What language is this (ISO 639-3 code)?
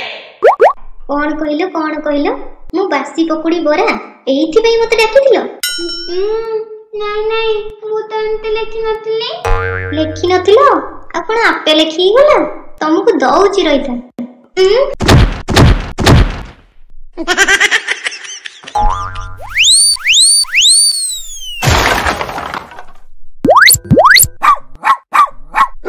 ori